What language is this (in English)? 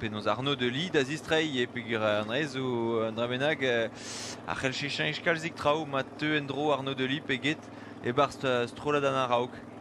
Breton